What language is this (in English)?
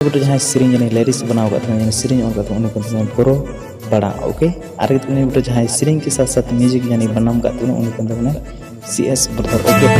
Santali